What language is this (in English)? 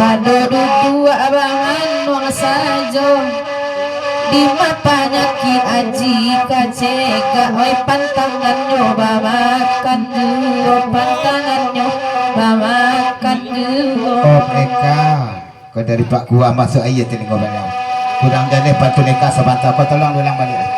Minangkabau